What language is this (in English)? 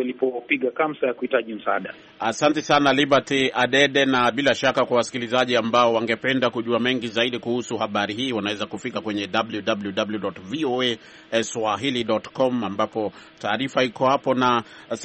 Swahili